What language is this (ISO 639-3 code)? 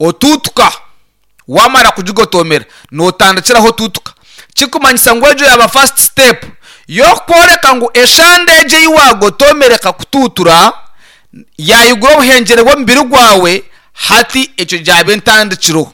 nyn